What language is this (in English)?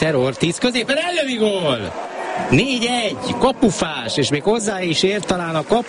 Hungarian